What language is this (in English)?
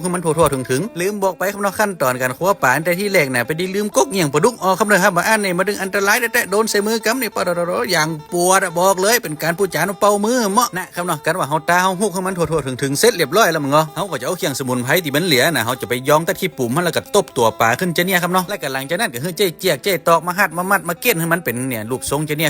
Lao